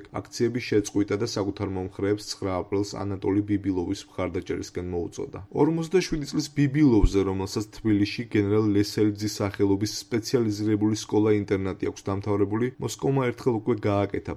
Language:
Georgian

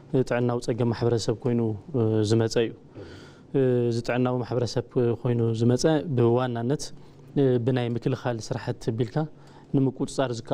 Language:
Tigrinya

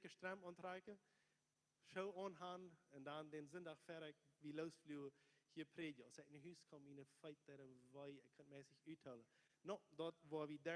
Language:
Plautdietsch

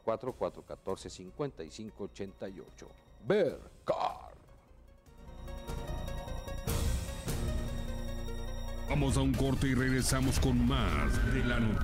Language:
Spanish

